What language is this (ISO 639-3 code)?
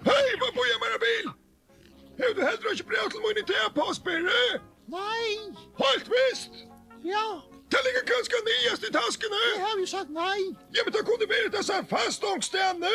fao